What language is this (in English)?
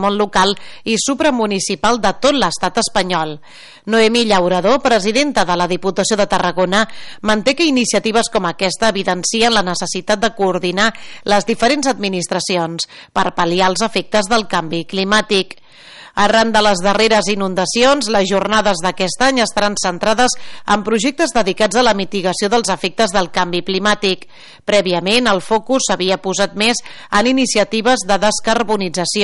Catalan